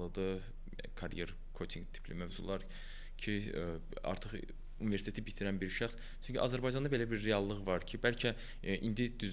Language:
Azerbaijani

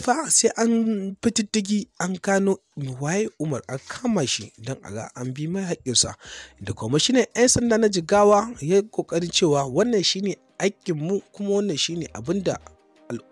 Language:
Hausa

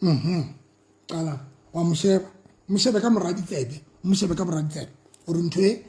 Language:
Southern Sotho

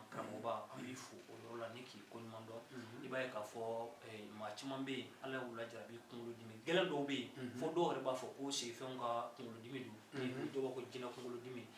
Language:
Bambara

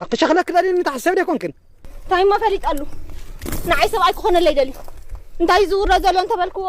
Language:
Tigrinya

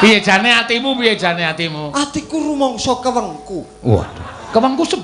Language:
Javanese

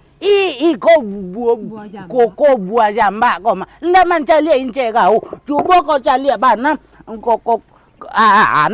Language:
Minangkabau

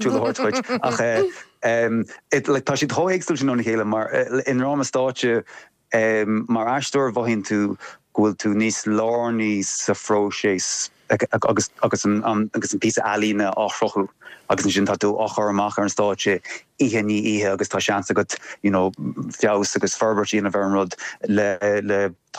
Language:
Irish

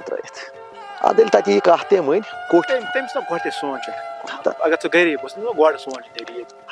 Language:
Kashmiri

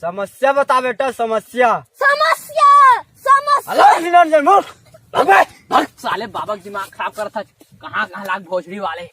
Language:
Chhattisgarhi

